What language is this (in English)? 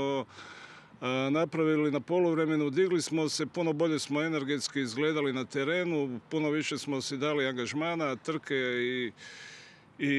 Croatian